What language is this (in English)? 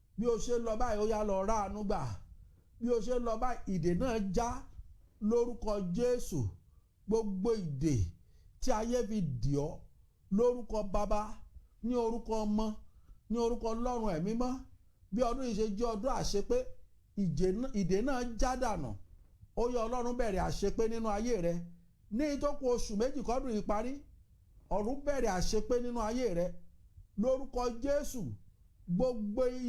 Yoruba